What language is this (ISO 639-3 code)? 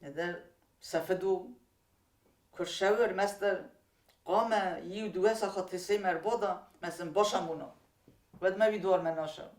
oss